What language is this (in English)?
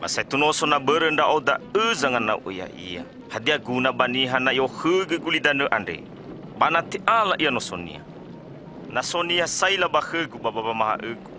Nias